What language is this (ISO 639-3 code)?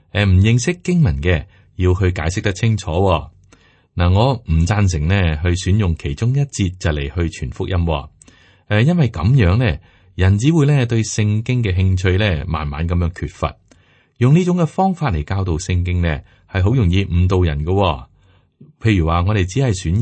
yue